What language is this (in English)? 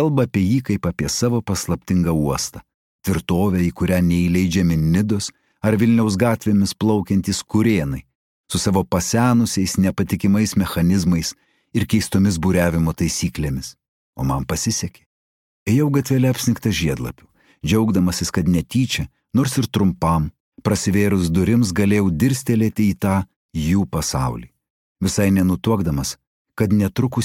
Lithuanian